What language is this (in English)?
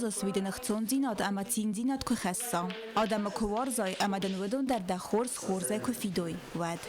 Ossetic